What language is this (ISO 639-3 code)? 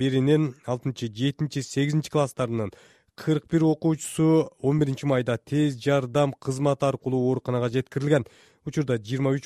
kir